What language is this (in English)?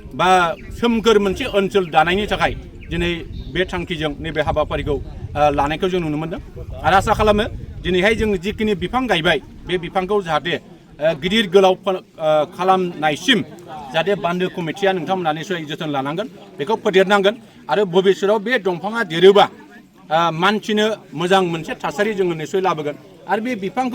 Bodo